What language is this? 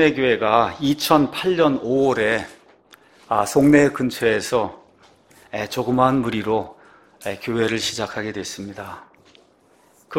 Korean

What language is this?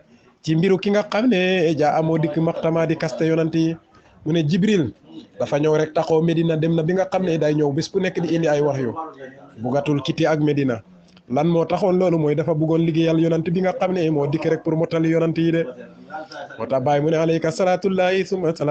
Wolof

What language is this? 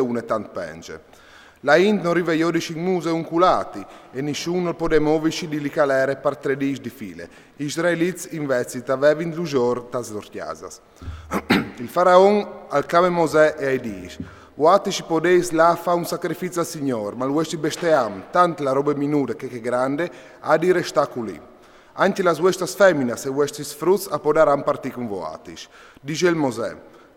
Friulian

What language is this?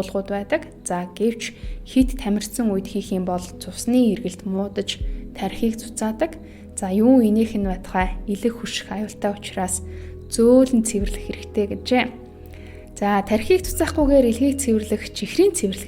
Mongolian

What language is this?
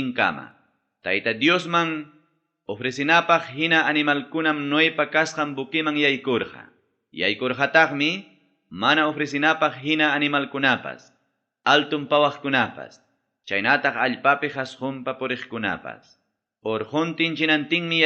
Ayacucho Quechua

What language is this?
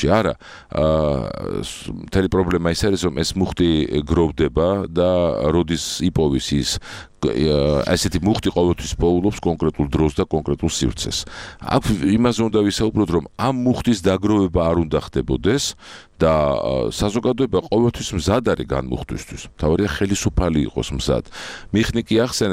Georgian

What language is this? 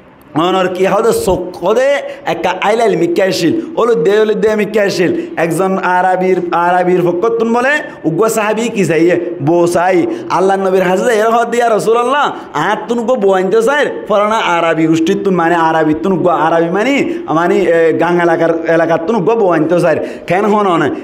Rohingya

